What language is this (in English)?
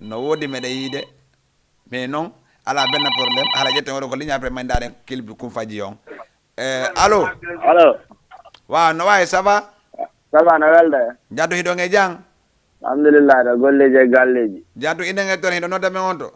Fula